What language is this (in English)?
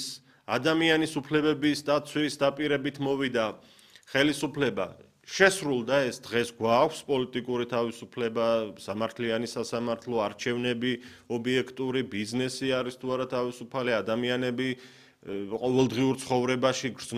Georgian